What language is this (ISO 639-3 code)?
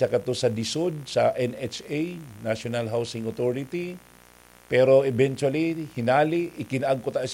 bik